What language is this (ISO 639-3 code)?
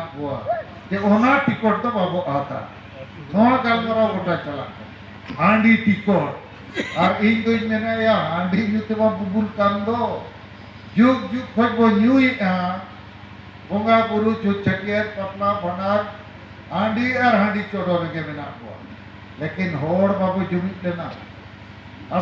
sat